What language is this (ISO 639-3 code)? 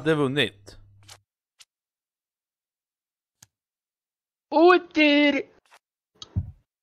swe